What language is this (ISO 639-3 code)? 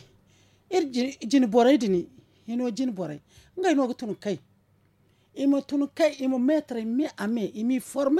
dje